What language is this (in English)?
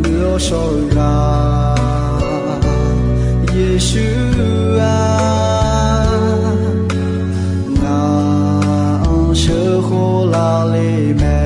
Akha